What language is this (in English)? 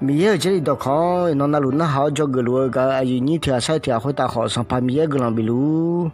Akha